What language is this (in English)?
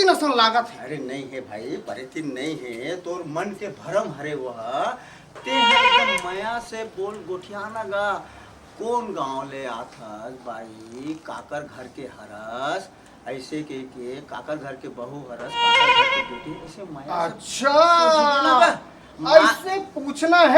Chhattisgarhi